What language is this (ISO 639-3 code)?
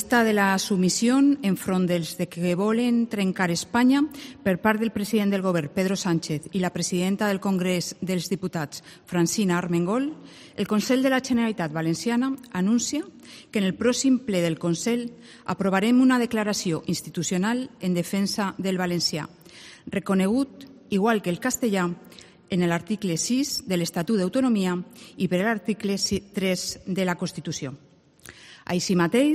cat